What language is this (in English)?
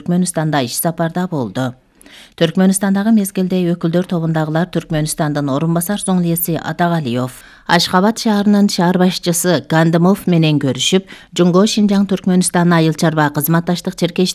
Kyrgyz